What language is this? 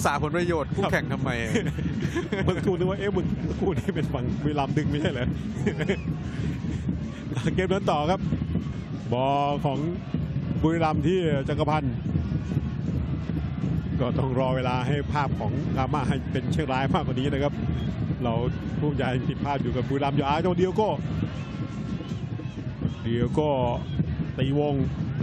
Thai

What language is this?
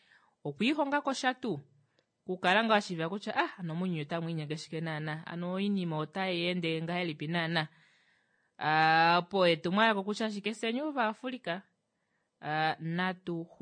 Kuanyama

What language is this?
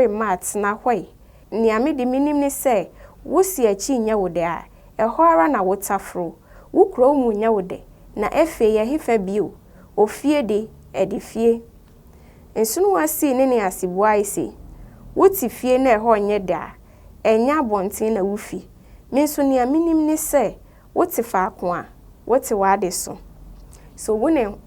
Akan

